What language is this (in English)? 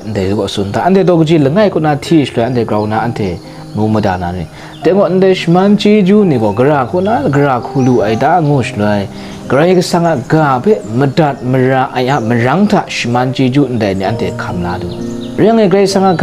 Kachin